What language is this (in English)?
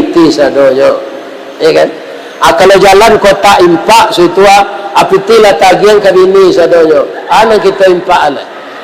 Minangkabau